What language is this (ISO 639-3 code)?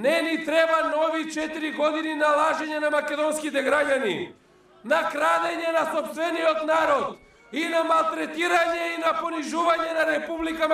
mkd